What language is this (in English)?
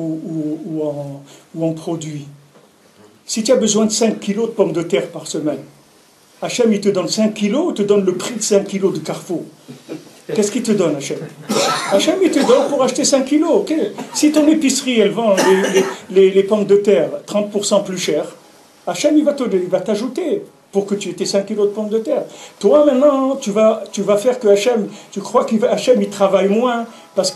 French